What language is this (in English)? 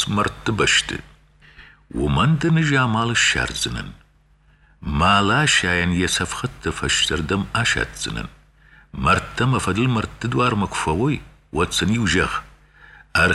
Ossetic